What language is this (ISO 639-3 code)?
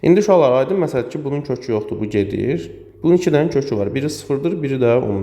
aze